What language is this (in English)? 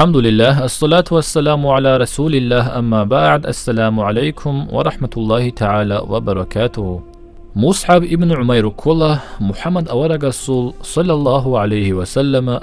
Avaric